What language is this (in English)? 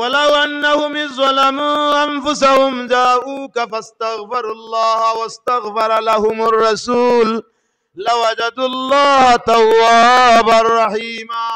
Sylheti